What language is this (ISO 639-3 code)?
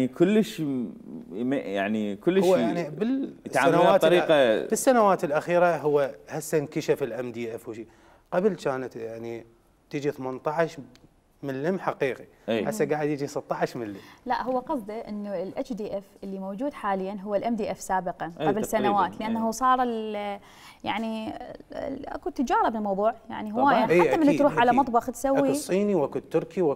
acm